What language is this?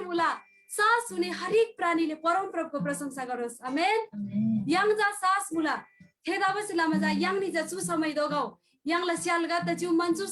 Eastern Tamang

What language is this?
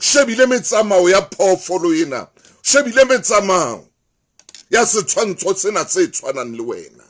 Southern Sotho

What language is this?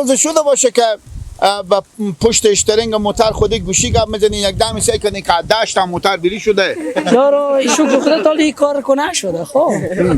Persian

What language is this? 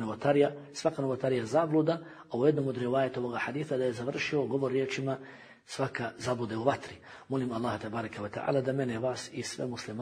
Bosnian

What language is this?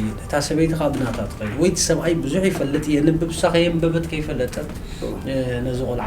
Tigrinya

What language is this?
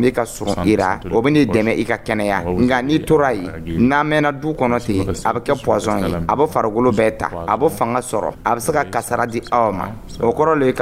Dyula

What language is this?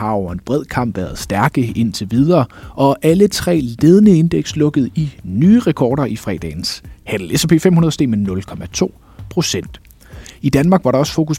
Danish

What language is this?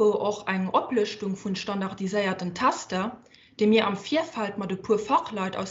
Luxembourgish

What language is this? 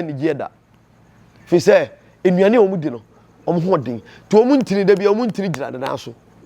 Akan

